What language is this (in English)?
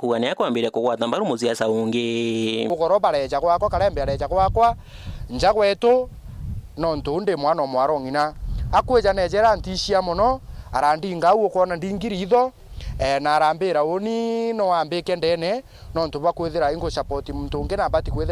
Meru